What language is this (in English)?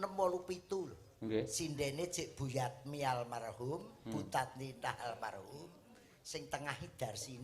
Javanese